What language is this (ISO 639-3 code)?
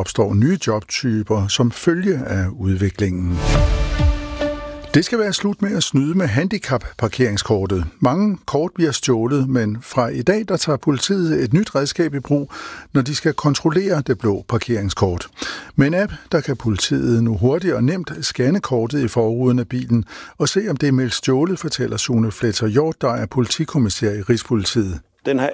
dan